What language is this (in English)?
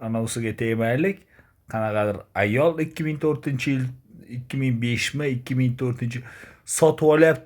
Uzbek